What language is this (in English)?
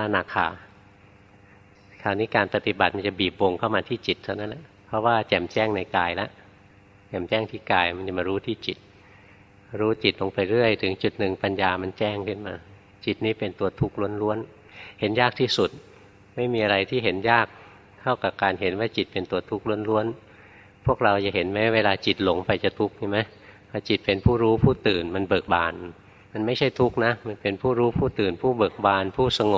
Thai